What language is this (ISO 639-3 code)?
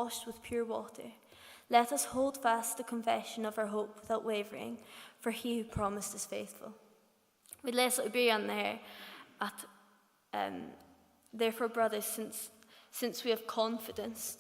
fao